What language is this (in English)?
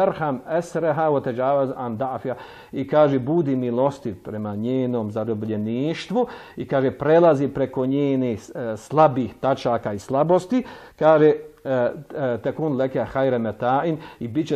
Bosnian